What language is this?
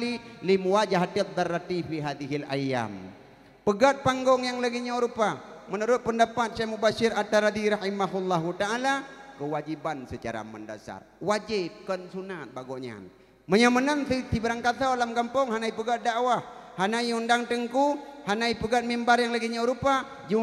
Achinese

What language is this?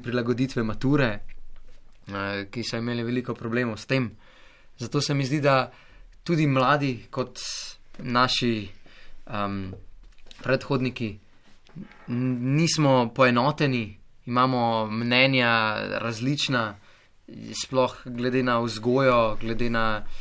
Slovenian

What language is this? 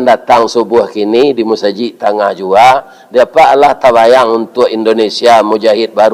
Minangkabau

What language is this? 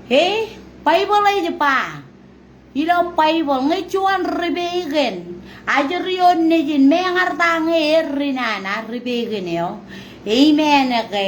Marshallese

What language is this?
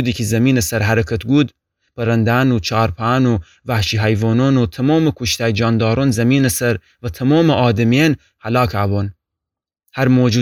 Gilaki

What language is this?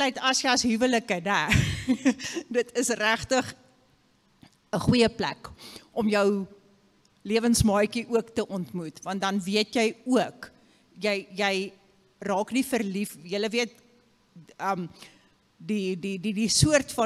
Afrikaans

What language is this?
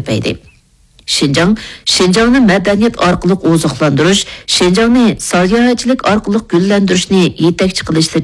Uyghur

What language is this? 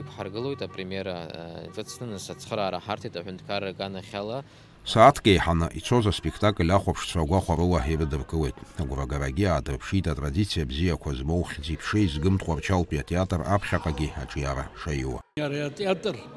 Abkhazian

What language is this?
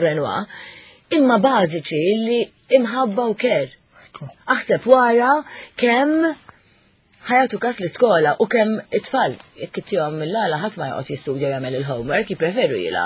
Maltese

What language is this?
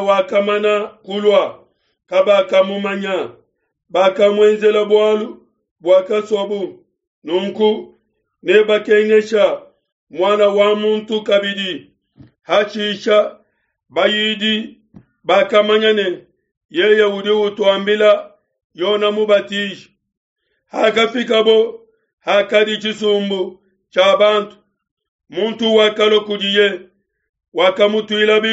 Luba-Lulua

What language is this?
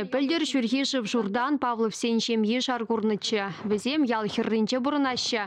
Chuvash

